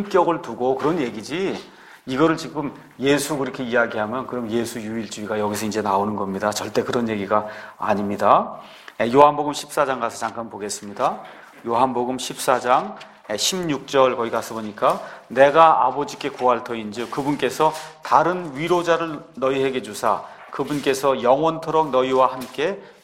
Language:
Korean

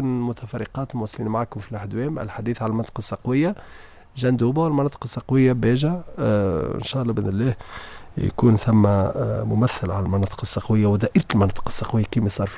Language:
Tunisian Arabic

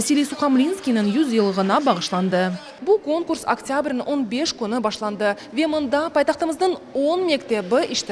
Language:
Crimean Tatar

